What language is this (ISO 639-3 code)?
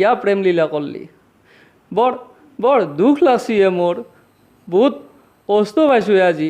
asm